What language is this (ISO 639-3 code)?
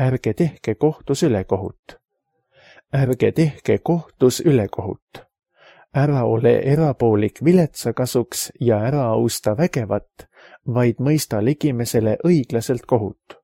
est